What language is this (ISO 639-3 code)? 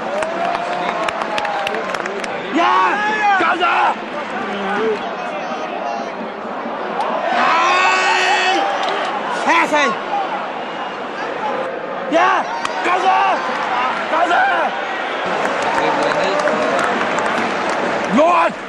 dan